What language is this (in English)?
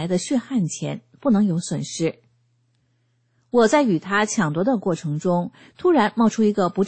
Chinese